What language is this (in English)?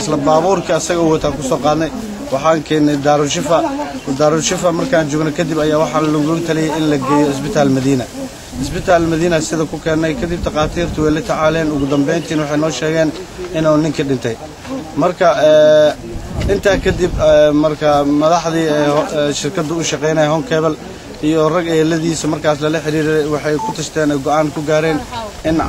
Somali